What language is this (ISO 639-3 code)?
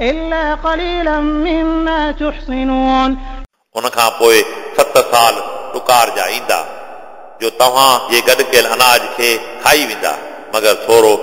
snd